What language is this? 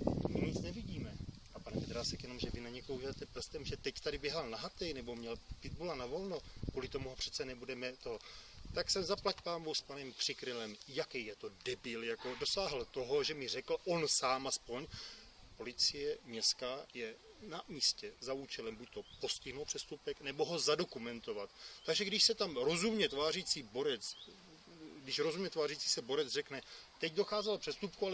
Czech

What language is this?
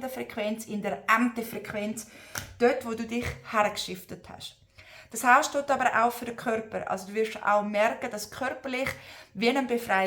Swiss German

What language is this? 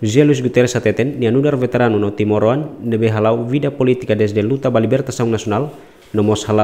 Tetum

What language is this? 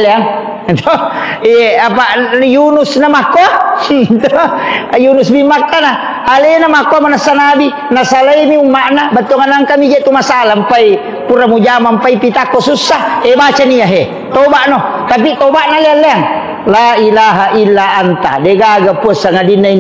Buginese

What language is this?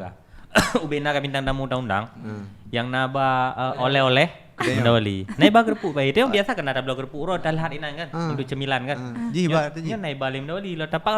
Achinese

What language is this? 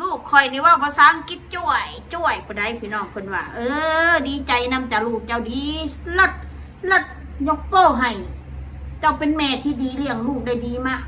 Northeastern Thai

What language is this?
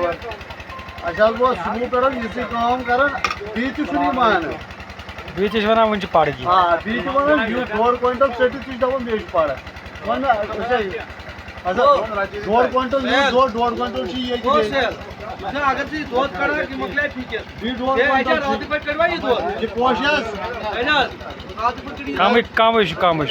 Kashmiri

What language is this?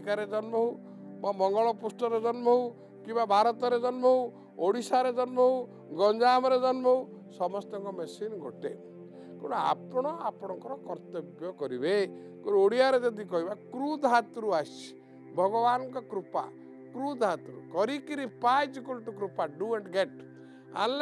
Odia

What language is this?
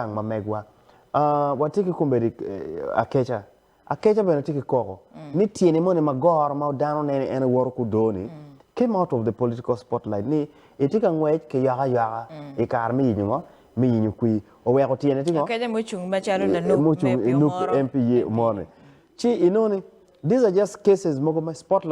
Acoli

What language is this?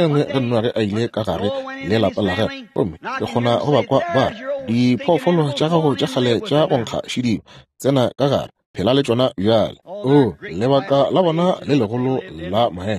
Northern Sotho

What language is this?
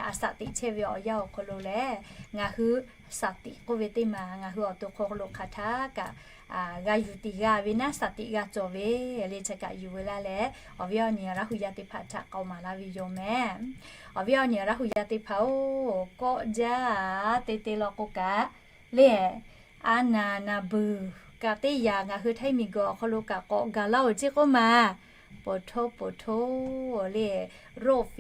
Lahu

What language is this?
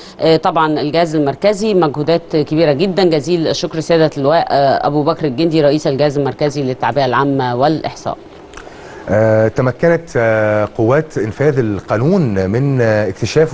Arabic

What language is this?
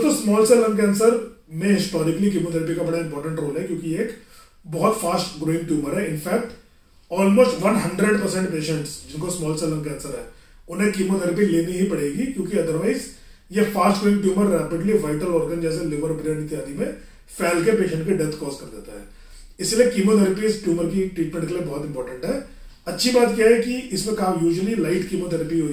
Hindi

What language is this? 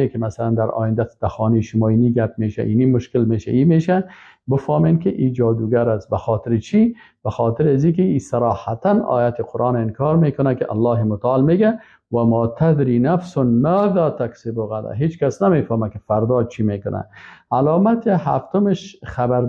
Persian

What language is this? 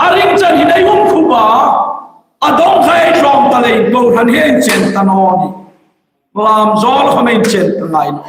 Hmar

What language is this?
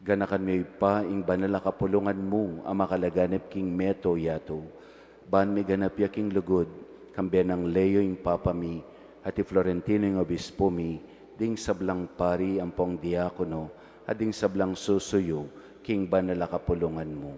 Pampanga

